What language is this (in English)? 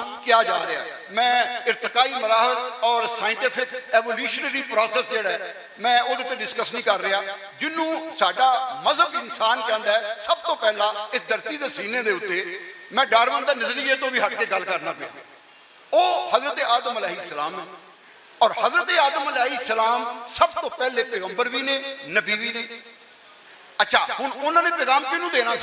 Western Panjabi